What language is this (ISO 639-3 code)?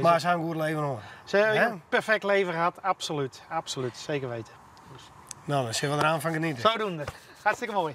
fry